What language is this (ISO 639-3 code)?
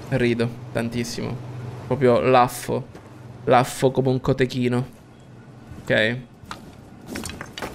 ita